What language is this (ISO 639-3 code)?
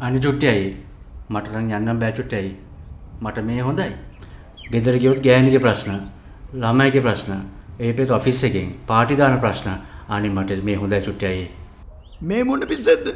sin